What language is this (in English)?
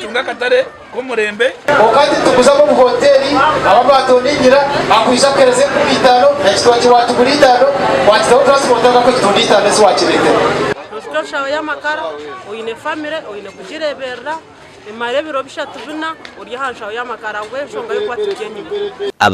Nyankole